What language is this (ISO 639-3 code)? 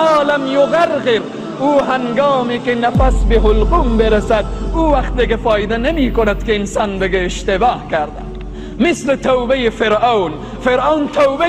tgk